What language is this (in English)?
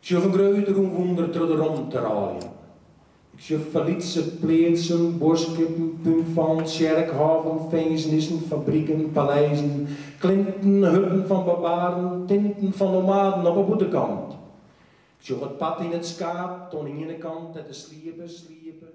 Western Frisian